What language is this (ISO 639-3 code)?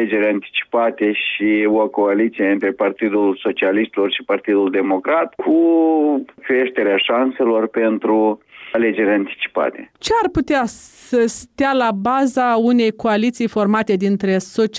ron